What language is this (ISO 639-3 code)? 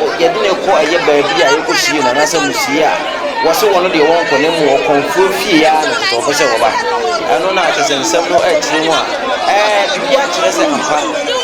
aka